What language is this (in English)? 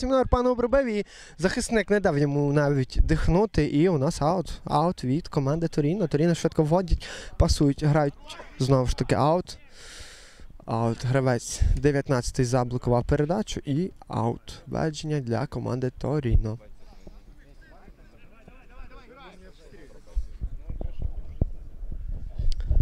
Ukrainian